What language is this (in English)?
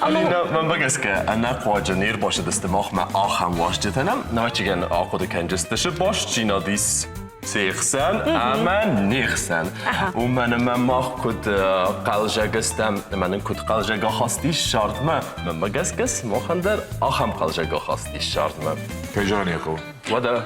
Ossetic